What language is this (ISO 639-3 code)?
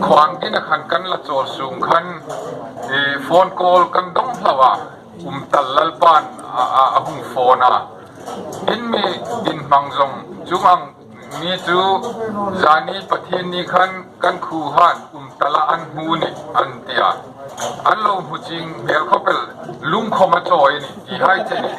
hmr